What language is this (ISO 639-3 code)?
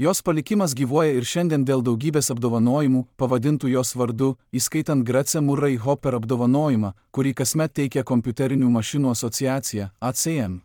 lit